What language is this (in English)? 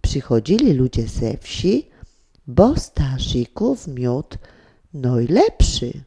Silesian